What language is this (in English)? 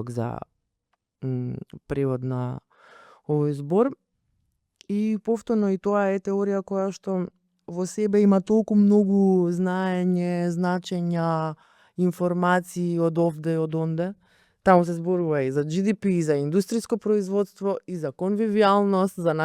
Macedonian